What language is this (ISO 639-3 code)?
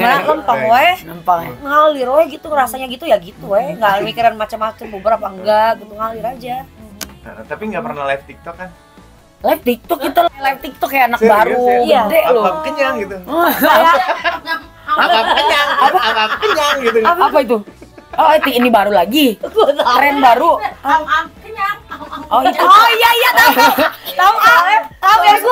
ind